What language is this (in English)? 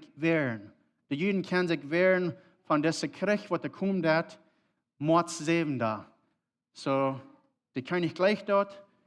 Plautdietsch